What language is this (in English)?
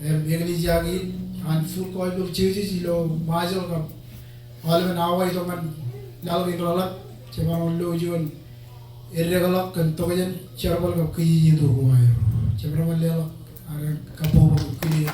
Marshallese